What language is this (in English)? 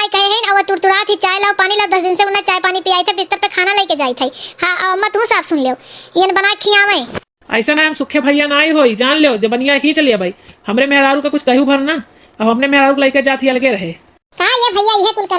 Awadhi